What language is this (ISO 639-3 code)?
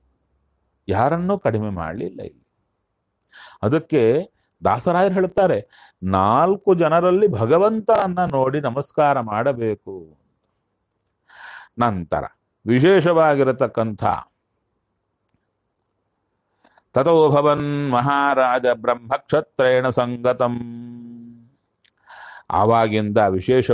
kan